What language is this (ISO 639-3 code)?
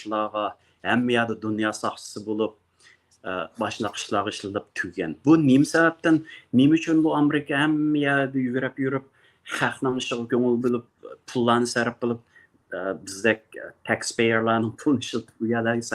uig